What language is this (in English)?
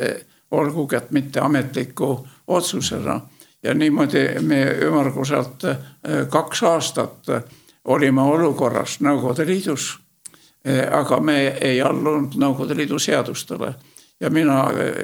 Estonian